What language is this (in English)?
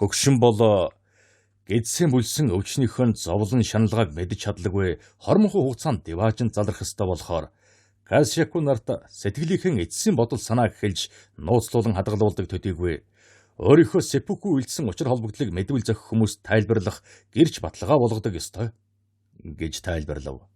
Mongolian